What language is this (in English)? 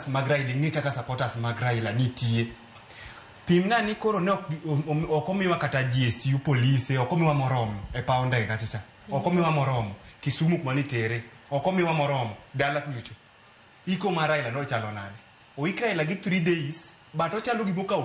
Luo (Kenya and Tanzania)